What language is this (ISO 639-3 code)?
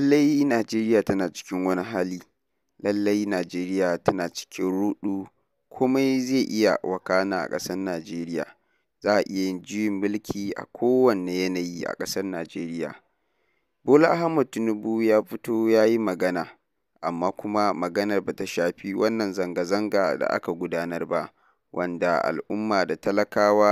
hau